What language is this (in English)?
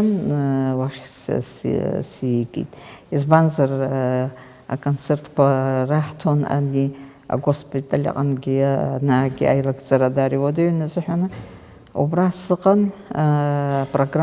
Abkhazian